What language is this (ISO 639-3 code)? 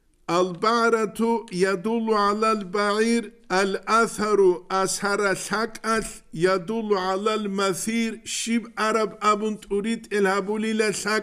ava